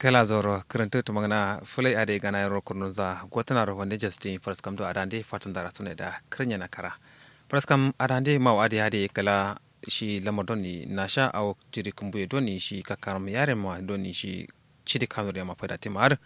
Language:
Kanuri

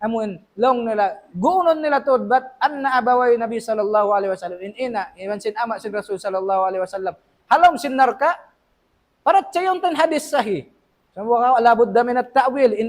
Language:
Tausug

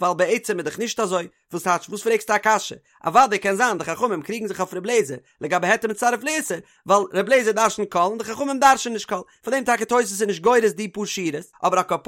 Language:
Yiddish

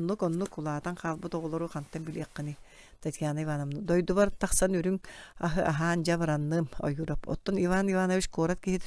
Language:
Yakut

